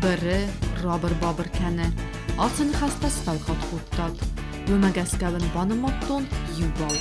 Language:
Ossetic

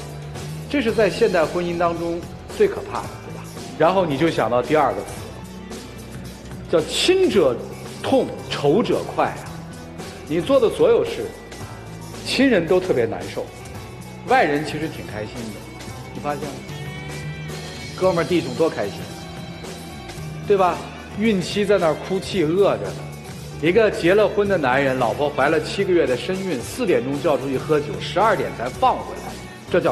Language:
Chinese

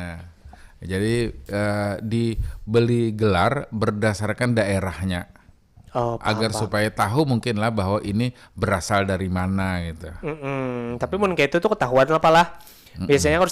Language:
Banjar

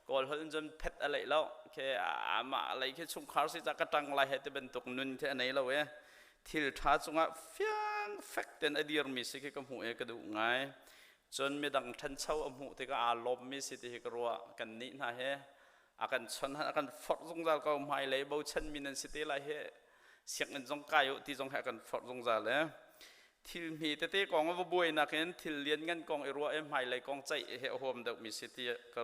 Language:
Hakha Chin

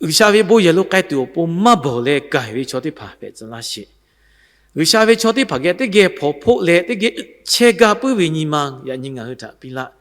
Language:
Lahu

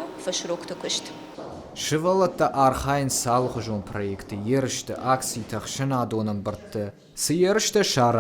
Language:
Ossetic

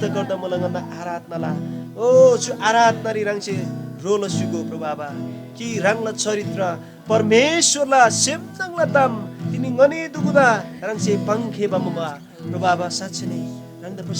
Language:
Eastern Tamang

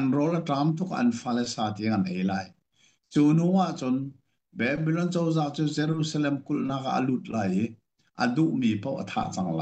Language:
Hakha Chin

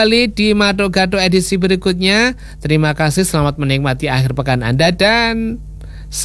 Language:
Indonesian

